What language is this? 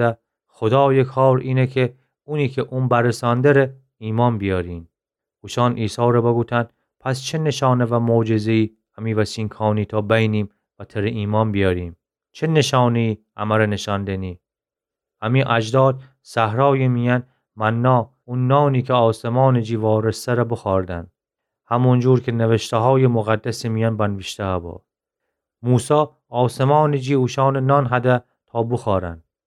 Gilaki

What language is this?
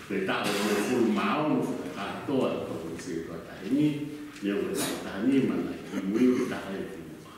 Tongan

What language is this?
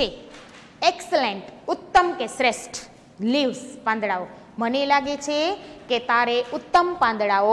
Gujarati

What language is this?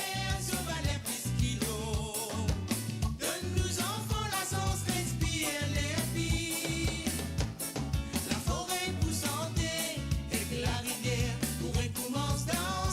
Morisyen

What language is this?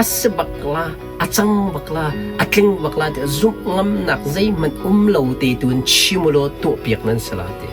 Hakha Chin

